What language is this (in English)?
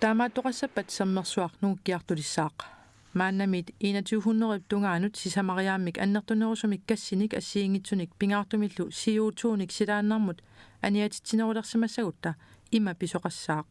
Kalaallisut